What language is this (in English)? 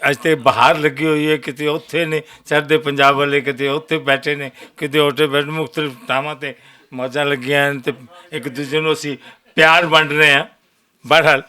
Western Panjabi